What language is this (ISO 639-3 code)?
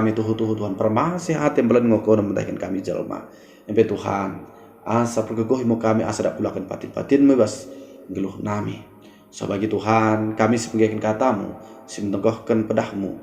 btd